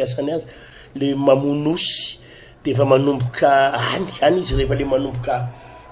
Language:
Malagasy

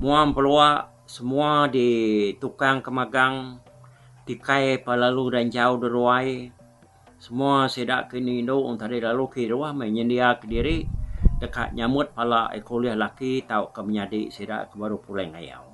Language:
Iban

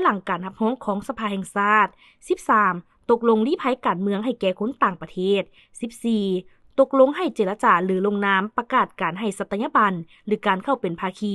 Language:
Lao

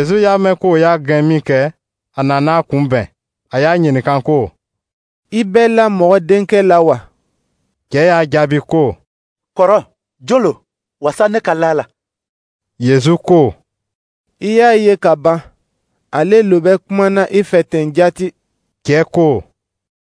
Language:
Dyula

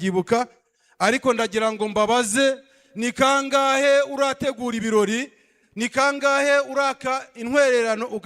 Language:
Kinyarwanda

